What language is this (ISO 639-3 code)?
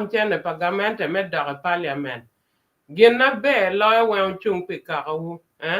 ach